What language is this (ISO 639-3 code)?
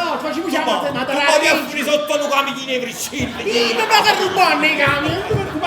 nap